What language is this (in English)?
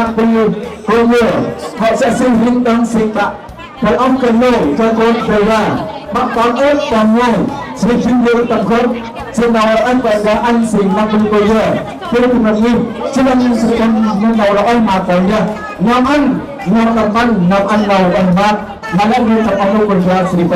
Central Mnong